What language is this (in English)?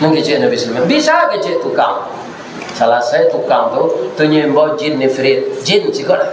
Minangkabau